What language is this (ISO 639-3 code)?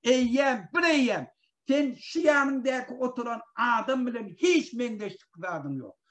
tuk